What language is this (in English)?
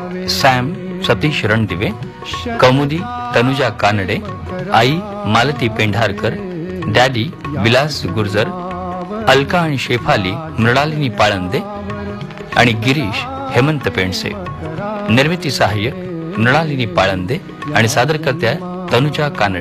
Marathi